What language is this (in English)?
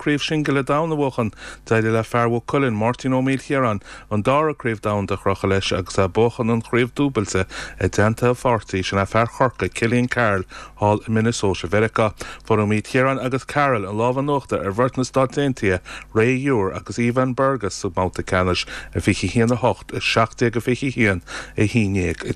Irish